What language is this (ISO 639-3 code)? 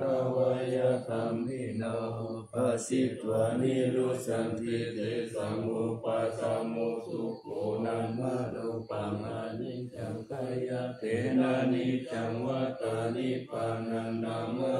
pli